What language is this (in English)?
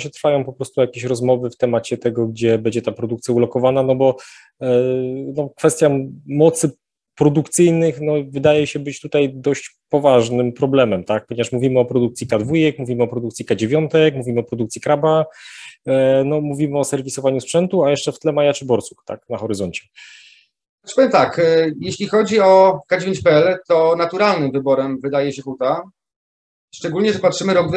Polish